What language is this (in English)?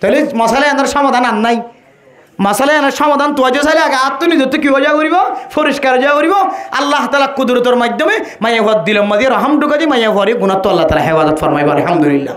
Rohingya